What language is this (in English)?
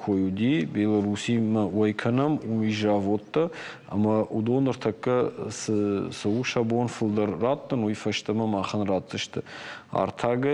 Ossetic